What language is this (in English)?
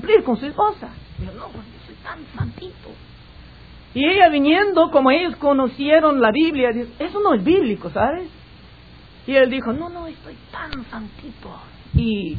Spanish